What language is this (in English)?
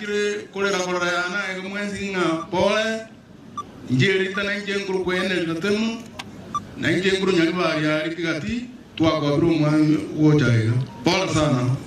Gusii